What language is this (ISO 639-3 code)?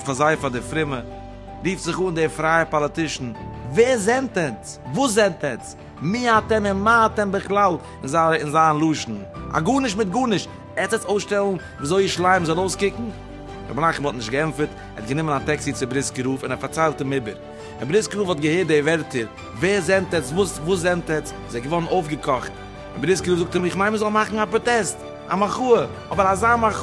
yid